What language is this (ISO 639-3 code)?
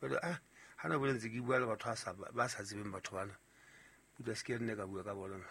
sot